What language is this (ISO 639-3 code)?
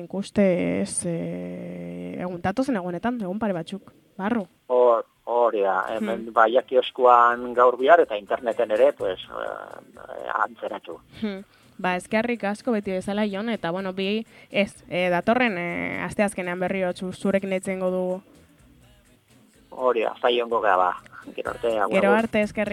eus